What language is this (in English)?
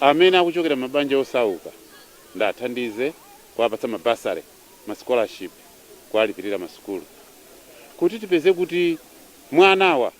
Nyanja